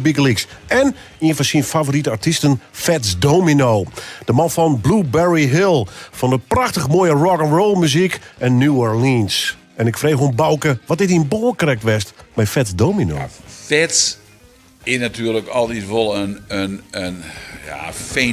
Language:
Western Frisian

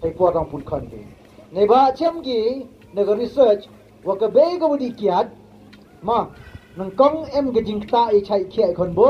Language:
Pnar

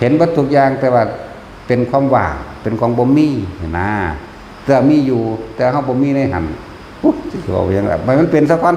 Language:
Northeastern Thai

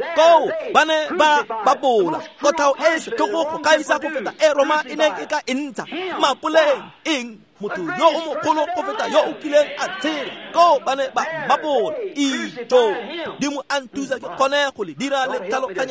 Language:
Tswana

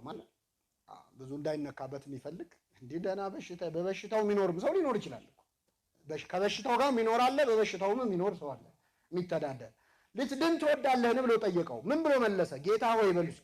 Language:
Amharic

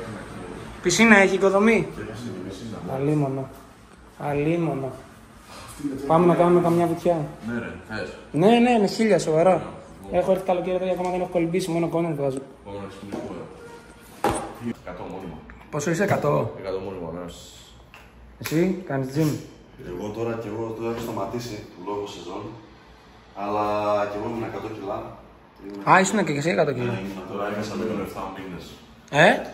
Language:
Greek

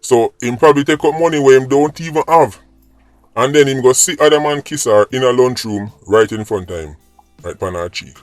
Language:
Jamaican Creole English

